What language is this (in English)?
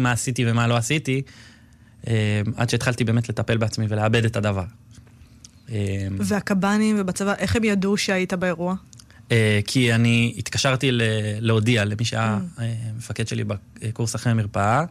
Hebrew